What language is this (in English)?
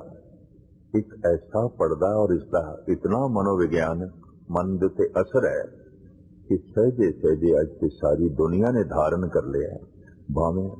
Punjabi